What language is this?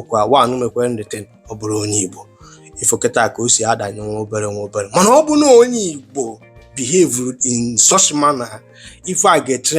Igbo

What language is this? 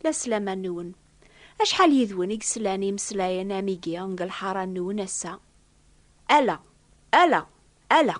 Kabyle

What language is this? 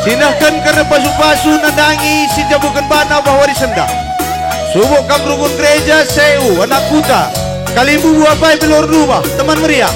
Batak Karo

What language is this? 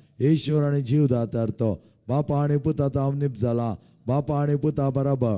Konkani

